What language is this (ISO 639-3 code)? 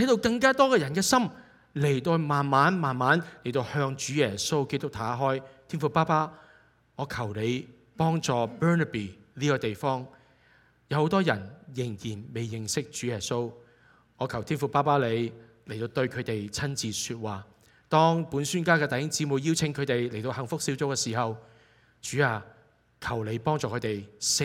yue